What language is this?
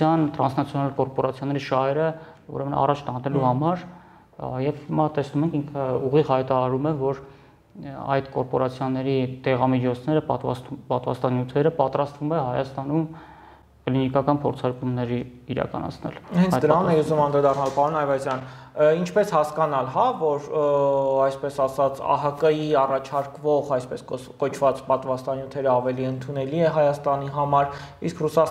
Armenian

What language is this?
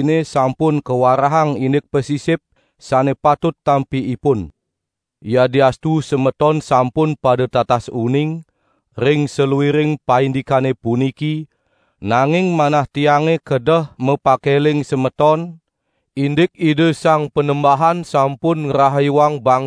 Balinese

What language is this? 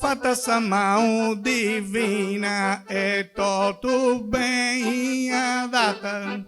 Sardinian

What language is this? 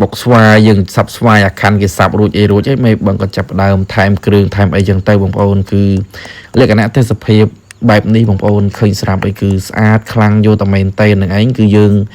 Khmer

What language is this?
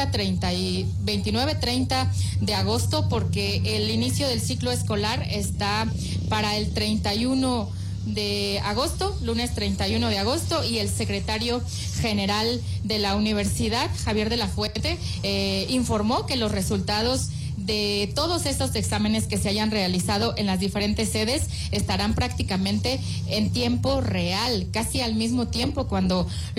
Spanish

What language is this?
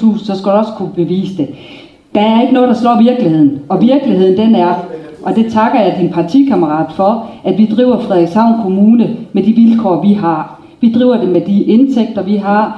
Danish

